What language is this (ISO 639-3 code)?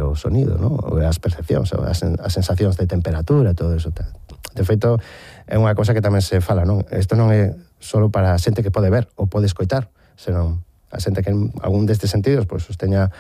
glg